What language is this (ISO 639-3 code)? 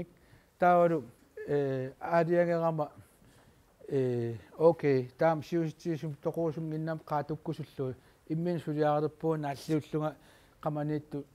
kal